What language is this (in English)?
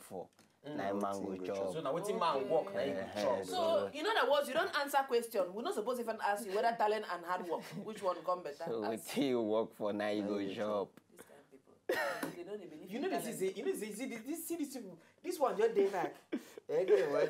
Nigerian Pidgin